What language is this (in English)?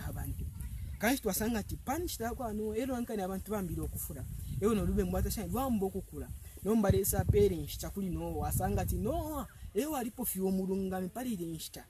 Bemba